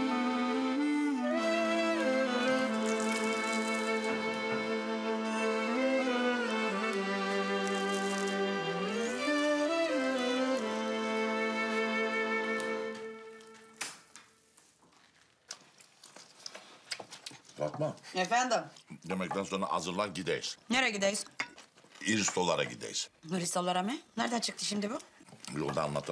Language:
Turkish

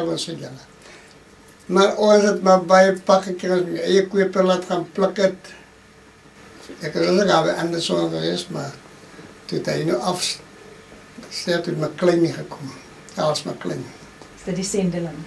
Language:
Afrikaans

